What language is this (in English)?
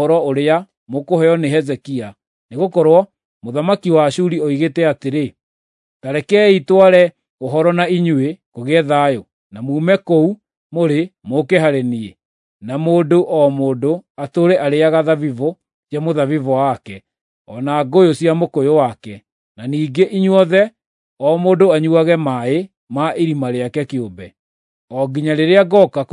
Kikuyu